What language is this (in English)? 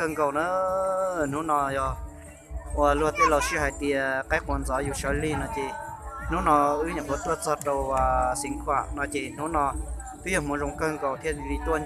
Hmong